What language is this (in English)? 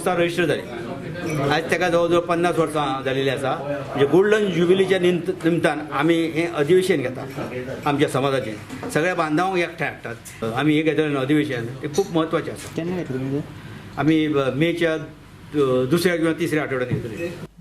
Konkani